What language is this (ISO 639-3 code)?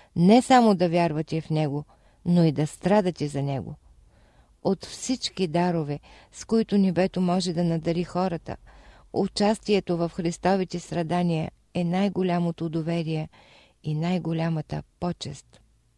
bul